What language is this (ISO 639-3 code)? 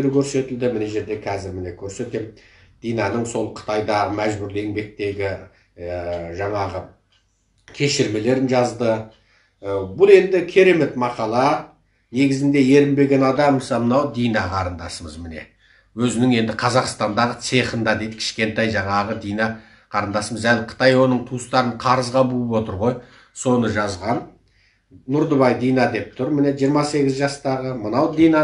kaz